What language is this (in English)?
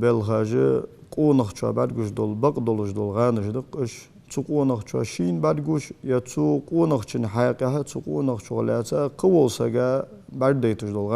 Ingush